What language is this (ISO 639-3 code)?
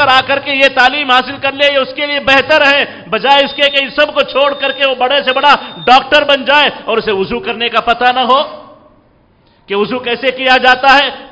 urd